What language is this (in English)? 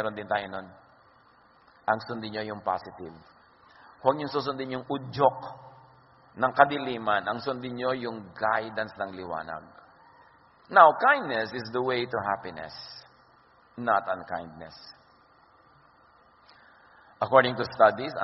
Filipino